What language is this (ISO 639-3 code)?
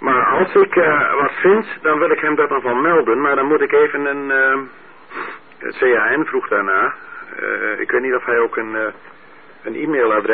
nld